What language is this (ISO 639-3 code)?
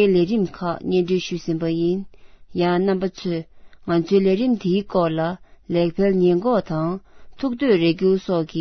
bod